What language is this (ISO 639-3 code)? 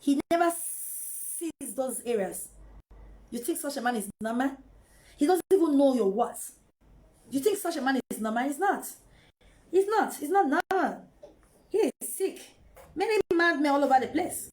pcm